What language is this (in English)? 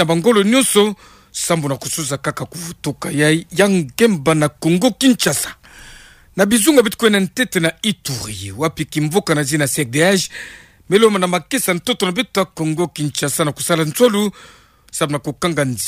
Kituba (Democratic Republic of Congo)